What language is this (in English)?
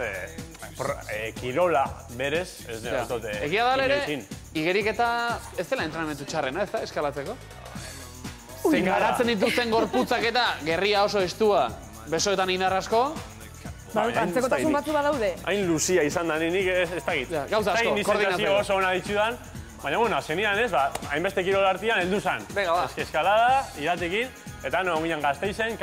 Basque